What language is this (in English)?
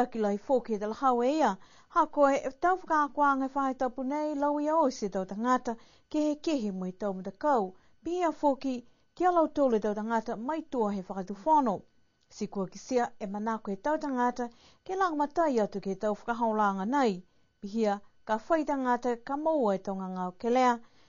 Niuean